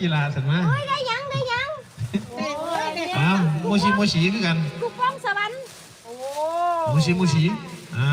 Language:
Northeastern Thai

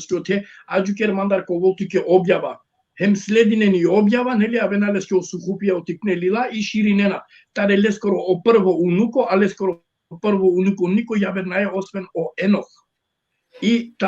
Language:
Balkan Romani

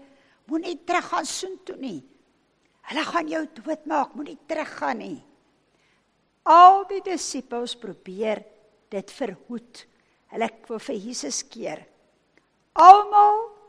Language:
Afrikaans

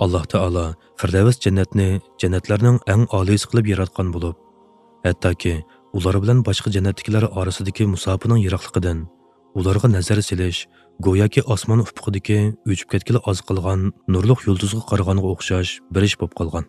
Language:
Uyghur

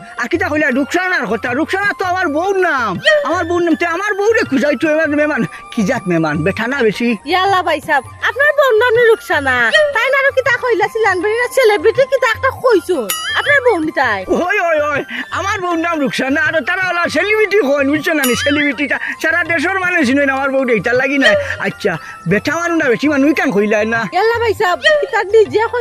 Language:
Sylheti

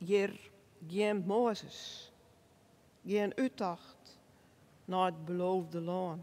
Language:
Western Frisian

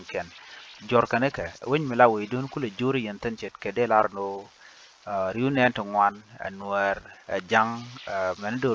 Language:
Nuer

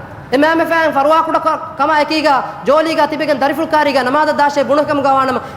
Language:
Divehi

